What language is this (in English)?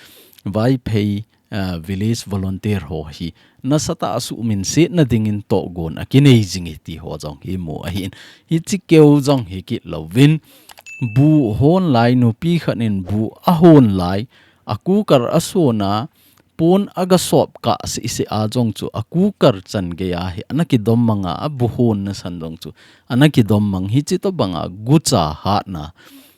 Thado Chin